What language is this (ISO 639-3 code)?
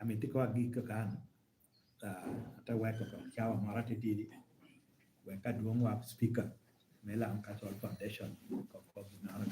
laj